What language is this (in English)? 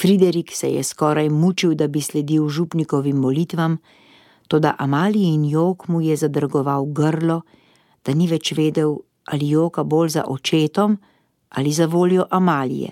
Slovenian